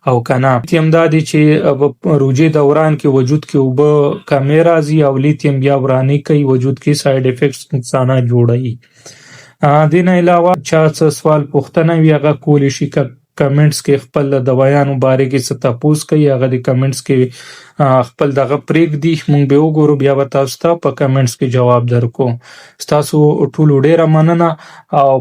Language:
Pashto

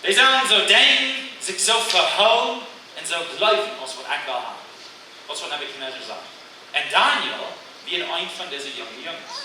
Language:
Plautdietsch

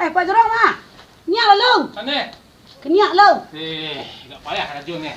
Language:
Minangkabau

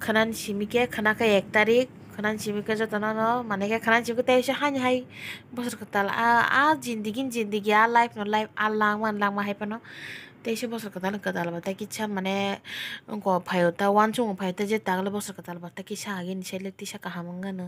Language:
Kok Borok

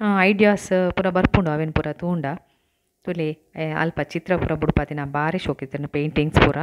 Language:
Tulu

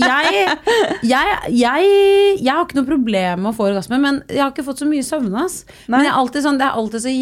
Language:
Norwegian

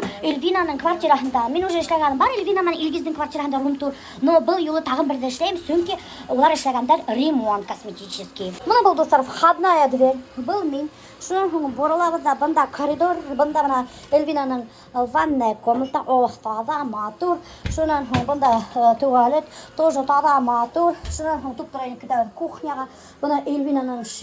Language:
Bashkir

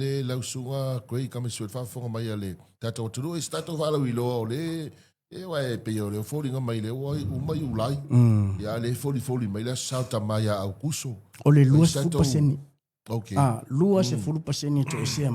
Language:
Samoan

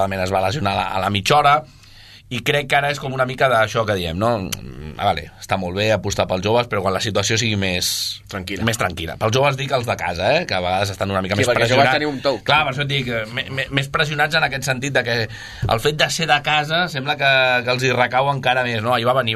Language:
Catalan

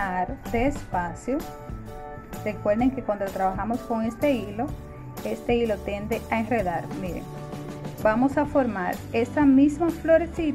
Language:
Spanish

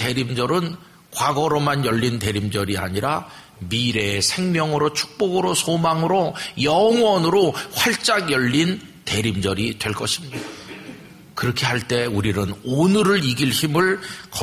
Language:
Korean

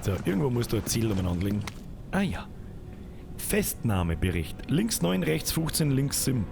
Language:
Bavarian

